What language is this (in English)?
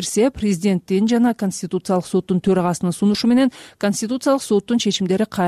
Kyrgyz